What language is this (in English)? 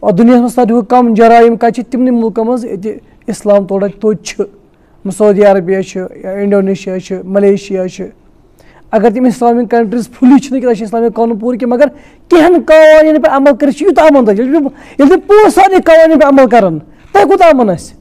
Kashmiri